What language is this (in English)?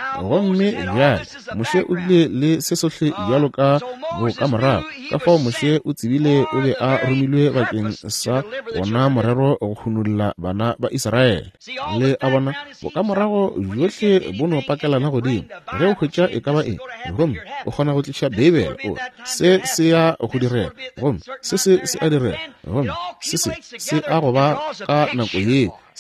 Northern Sotho